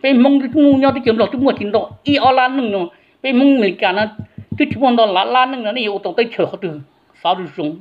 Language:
Hmong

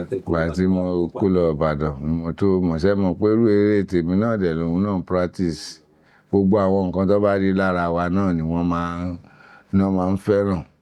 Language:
Yoruba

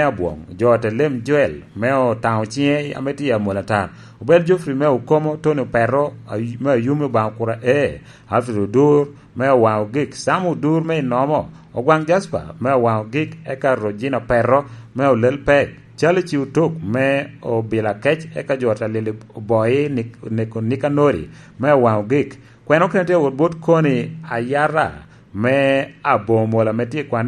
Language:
Lango (Uganda)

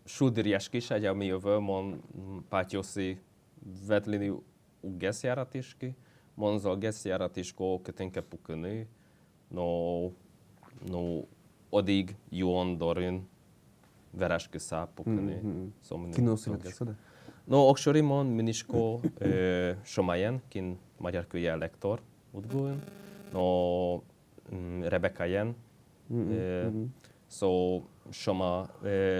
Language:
Udmurt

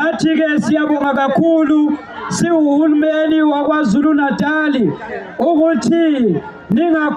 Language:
Zulu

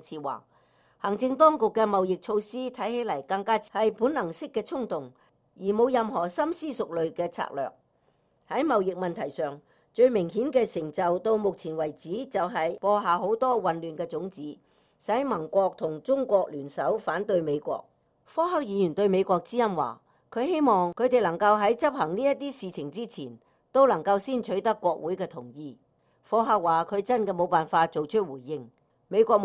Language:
Cantonese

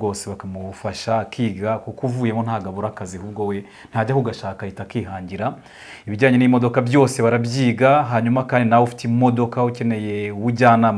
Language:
Kinyarwanda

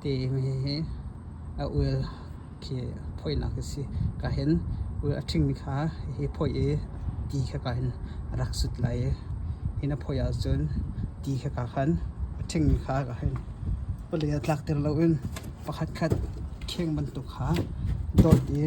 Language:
Hakha Chin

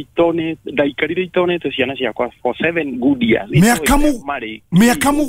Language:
Kikuyu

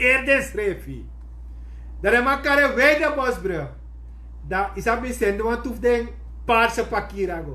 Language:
Sranan Tongo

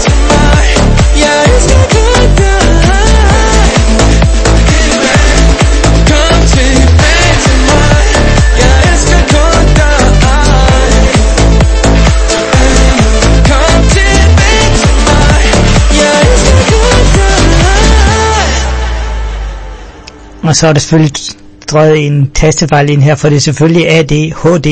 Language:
Danish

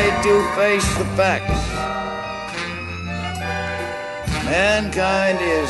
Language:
Estonian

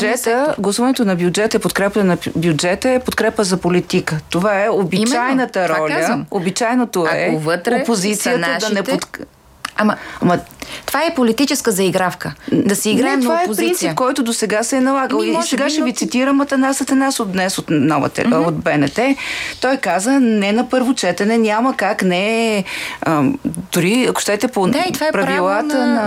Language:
Bulgarian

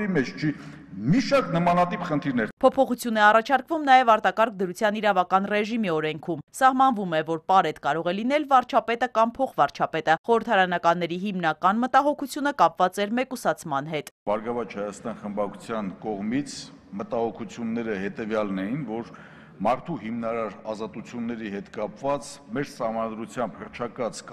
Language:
Armenian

